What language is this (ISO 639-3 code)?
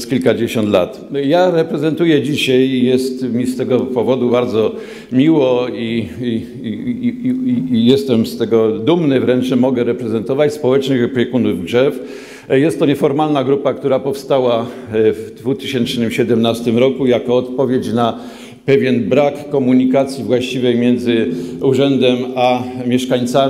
pol